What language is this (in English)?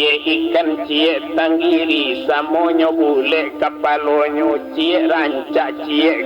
Minangkabau